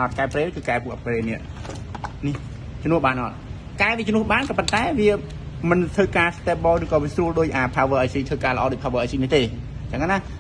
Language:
Khmer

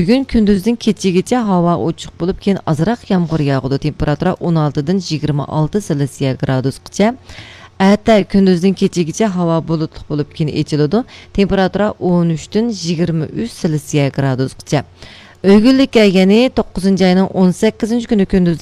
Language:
Uyghur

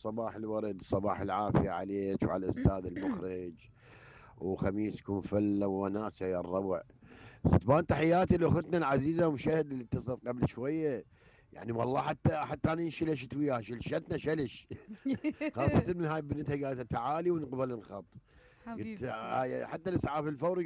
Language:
Mesopotamian Arabic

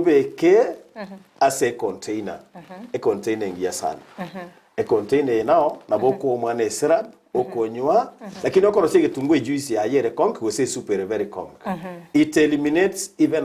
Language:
Gusii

